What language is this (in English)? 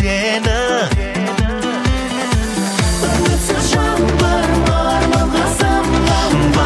Kazakh